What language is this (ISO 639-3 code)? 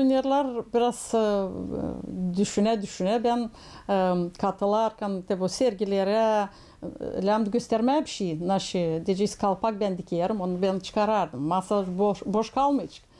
gag